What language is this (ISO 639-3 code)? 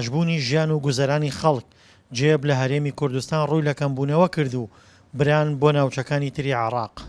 ckb